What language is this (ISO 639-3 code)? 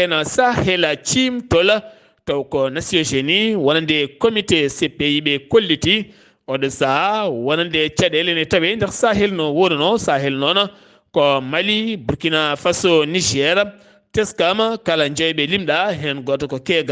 ful